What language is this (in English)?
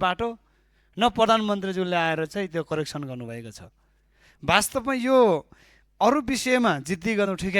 Nepali